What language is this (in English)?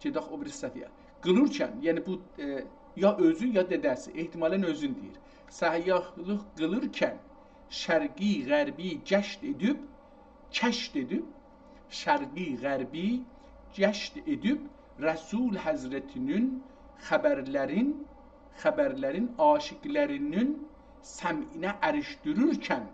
South Azerbaijani